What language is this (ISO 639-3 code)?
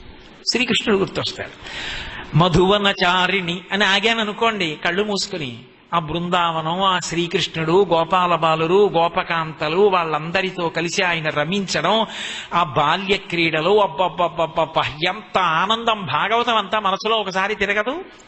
tel